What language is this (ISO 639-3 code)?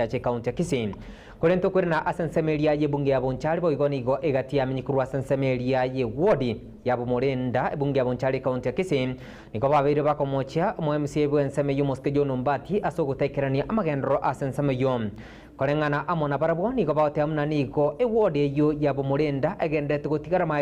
guz